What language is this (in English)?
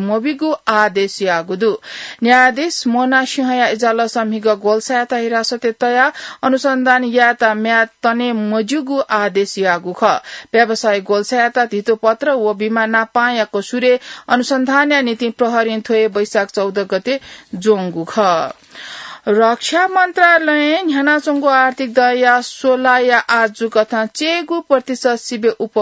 Newari